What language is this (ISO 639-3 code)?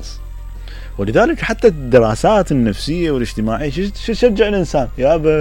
acm